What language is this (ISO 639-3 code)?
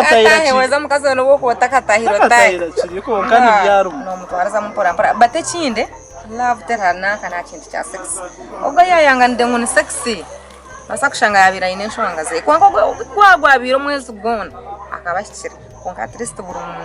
nyn